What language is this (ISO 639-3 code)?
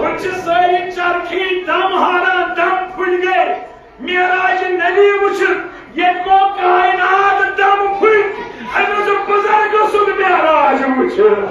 kas